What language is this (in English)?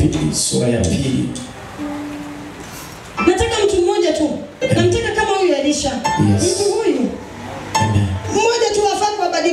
Swahili